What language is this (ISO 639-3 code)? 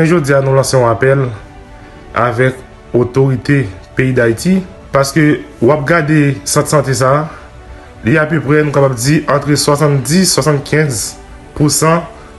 hat